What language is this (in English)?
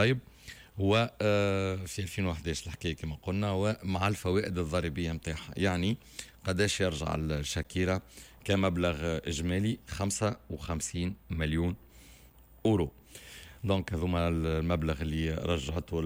Tunisian Arabic